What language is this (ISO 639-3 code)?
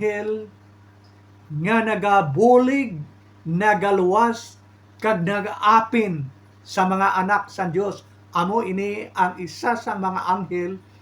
hil